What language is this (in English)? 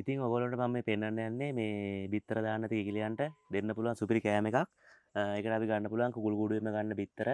Sinhala